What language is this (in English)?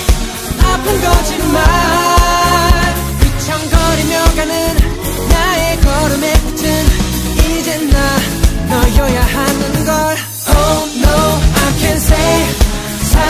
Korean